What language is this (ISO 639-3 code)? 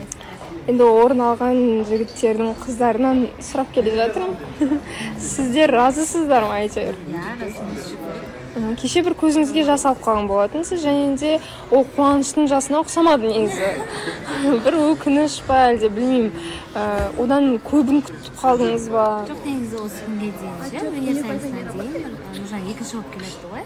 kaz